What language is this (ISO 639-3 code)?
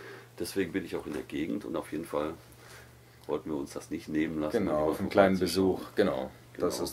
deu